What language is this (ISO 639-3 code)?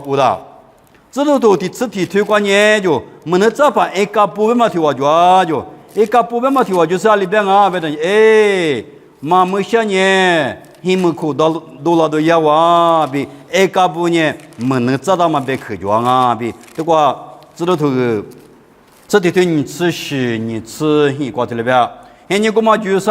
lis